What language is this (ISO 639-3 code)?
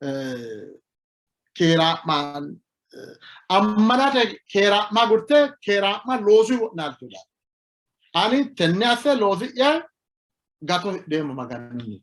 sid